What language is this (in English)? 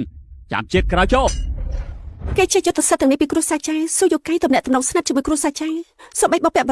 Khmer